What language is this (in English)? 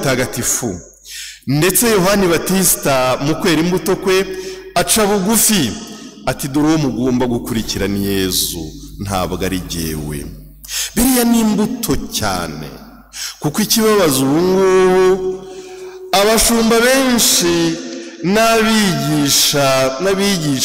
Kinyarwanda